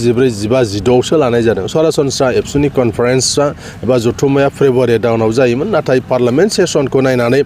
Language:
Bodo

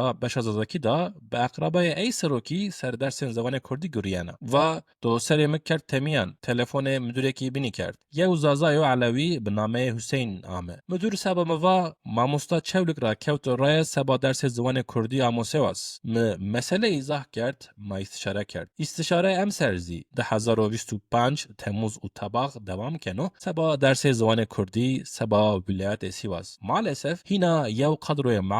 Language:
Kurdish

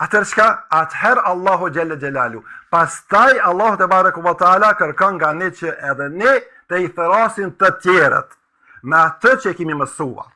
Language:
Albanian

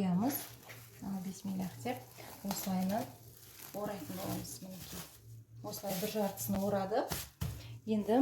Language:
Kazakh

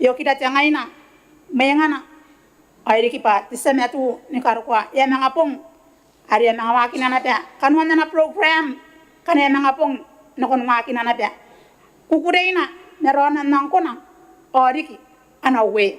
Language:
Gilbertese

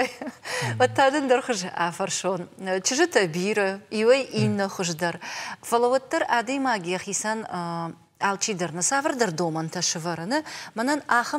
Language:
Ossetic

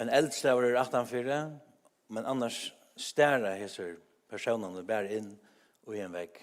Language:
Faroese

